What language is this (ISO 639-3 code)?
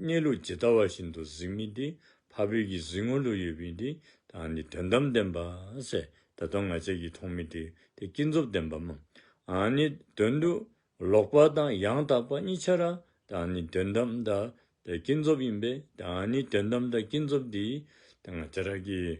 dzo